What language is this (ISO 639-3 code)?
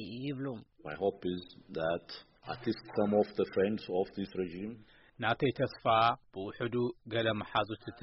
tir